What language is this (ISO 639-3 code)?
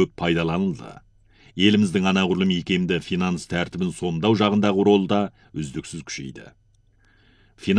kaz